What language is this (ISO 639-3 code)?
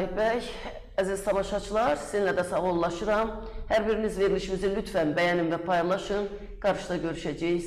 aze